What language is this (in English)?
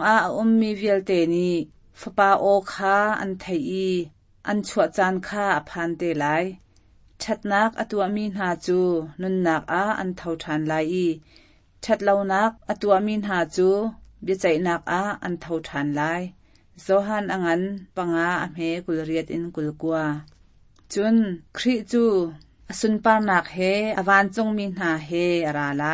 Hakha Chin